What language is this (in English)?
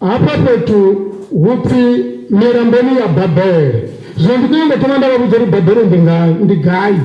Venda